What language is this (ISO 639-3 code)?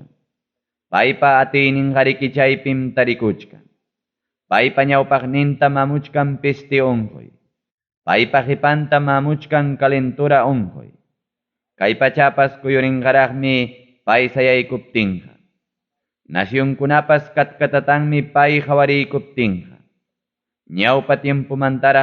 quy